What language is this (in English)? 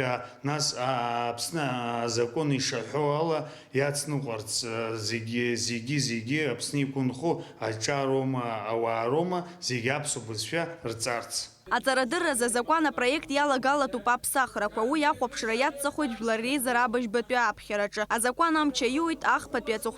Abkhazian